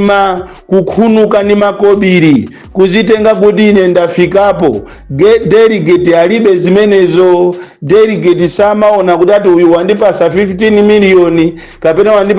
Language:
Nyanja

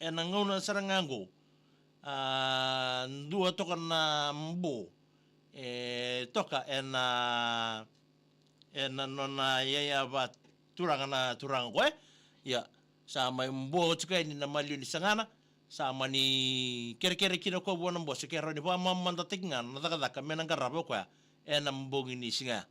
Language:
Fijian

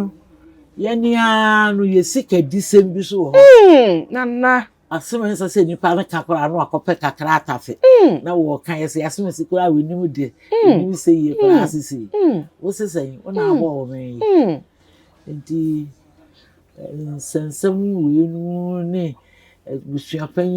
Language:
Akan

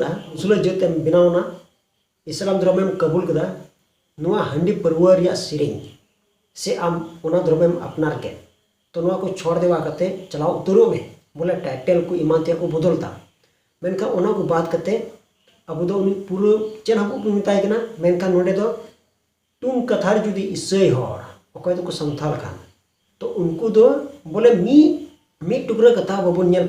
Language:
Santali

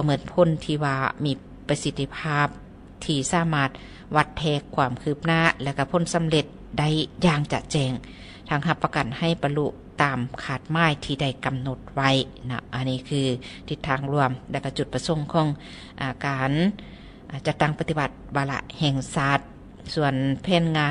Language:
Lao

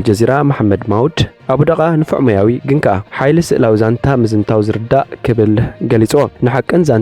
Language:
Tigrinya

